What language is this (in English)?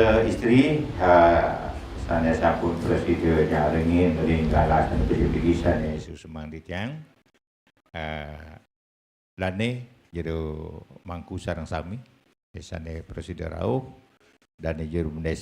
Balinese